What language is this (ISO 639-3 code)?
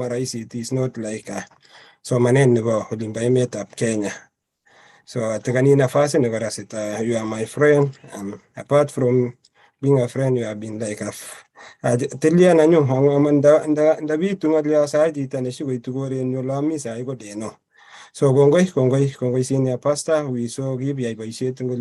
kln